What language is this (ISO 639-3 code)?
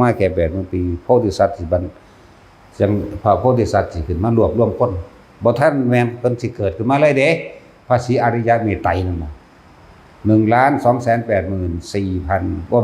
tts